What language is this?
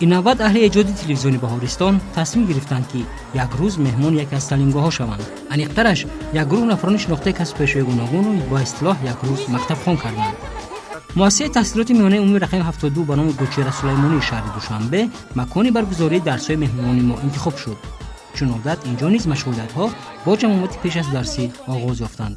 Tajik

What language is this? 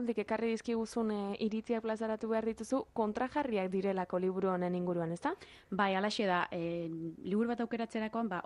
Basque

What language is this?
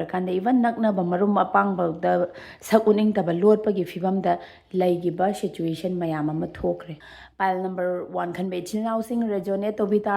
Manipuri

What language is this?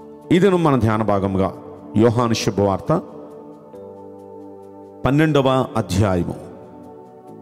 Telugu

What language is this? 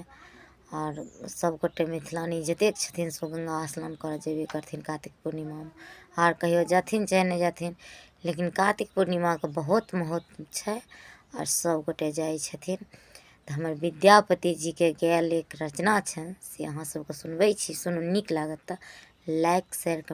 Maithili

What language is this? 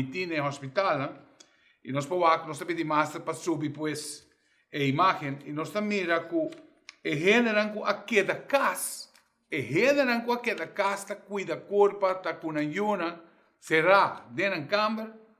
Papiamento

